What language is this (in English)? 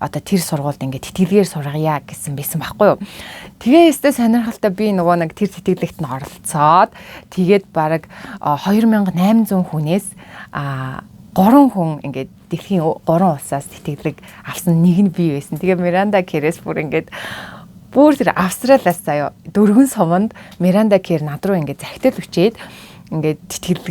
Mongolian